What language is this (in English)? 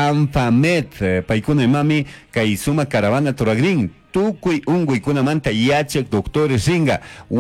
Chimborazo Highland Quichua